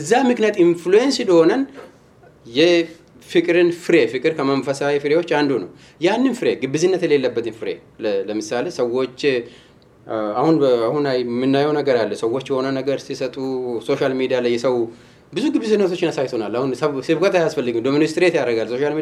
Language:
Amharic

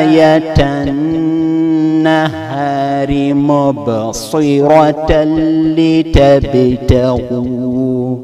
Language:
Fula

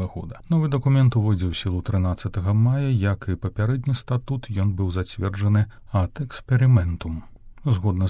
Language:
Belarusian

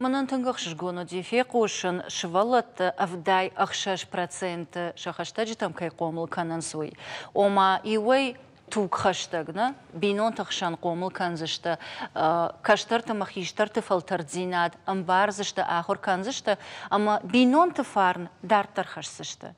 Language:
Ossetic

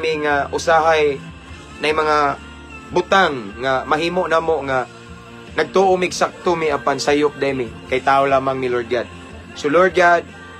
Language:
Cebuano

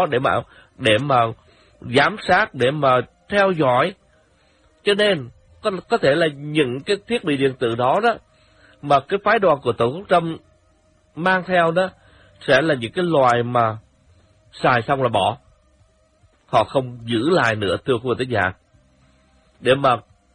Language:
Vietnamese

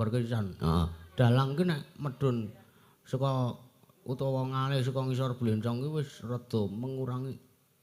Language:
Javanese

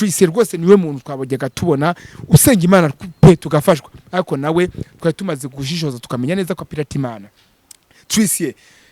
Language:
Kinyarwanda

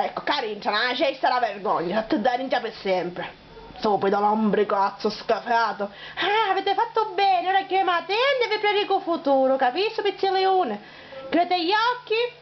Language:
Sicilian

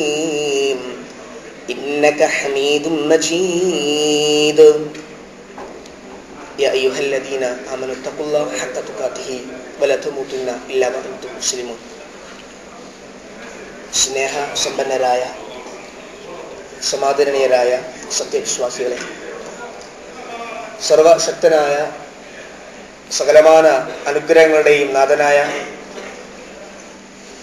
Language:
Malayalam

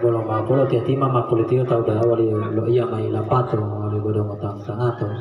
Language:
Gorontalo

